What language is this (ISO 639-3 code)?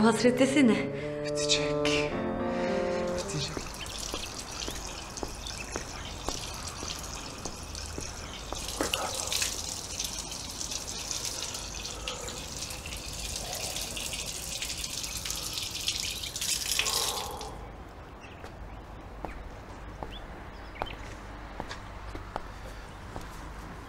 tur